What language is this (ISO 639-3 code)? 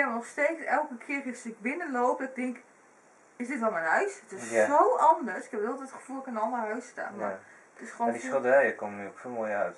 nld